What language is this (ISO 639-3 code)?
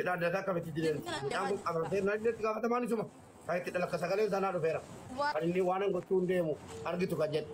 orm